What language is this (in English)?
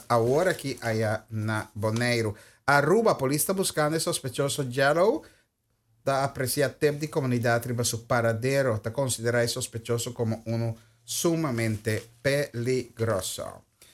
Papiamento